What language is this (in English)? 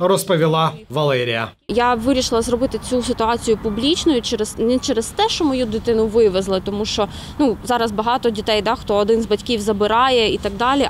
Ukrainian